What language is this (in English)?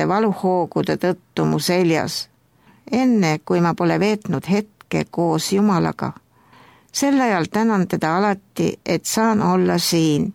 Estonian